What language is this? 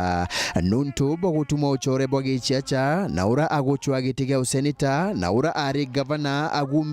Meru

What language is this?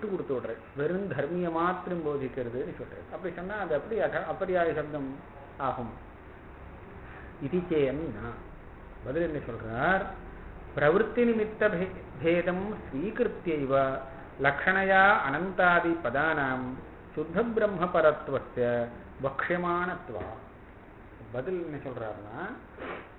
Tamil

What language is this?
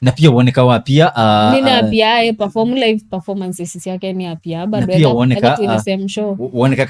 Kamba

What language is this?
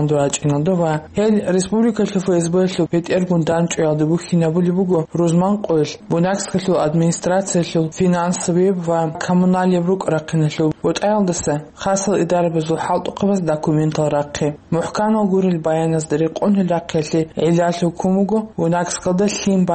Avaric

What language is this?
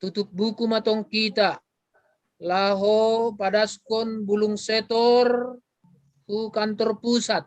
Batak Simalungun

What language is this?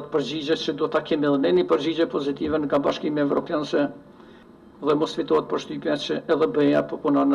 Albanian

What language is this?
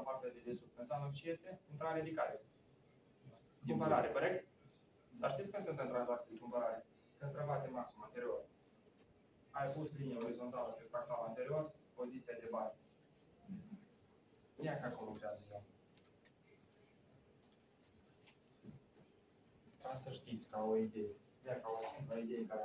Romanian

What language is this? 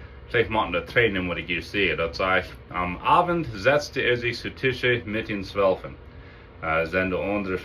Plautdietsch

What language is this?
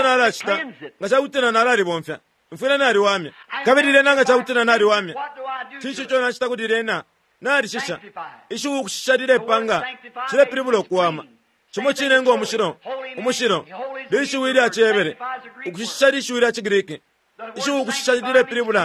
Bemba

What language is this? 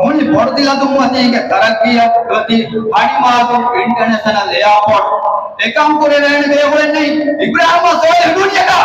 Divehi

